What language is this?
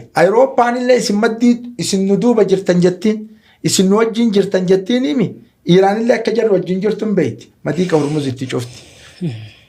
Oromo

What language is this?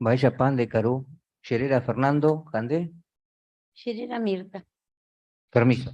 Guarani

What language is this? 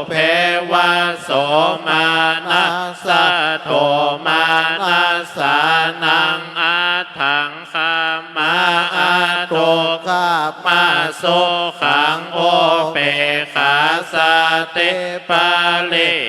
Pali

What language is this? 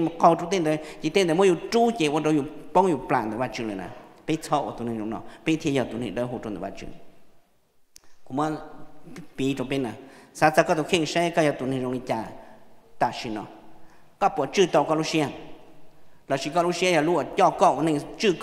Vietnamese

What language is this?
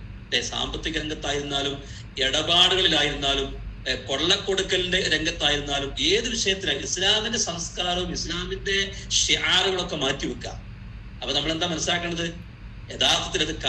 Malayalam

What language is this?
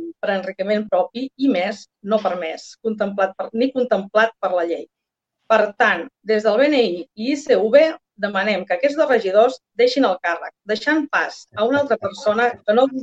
Catalan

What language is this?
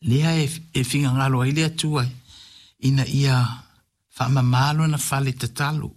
Samoan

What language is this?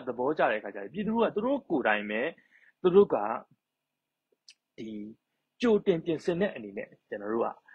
Burmese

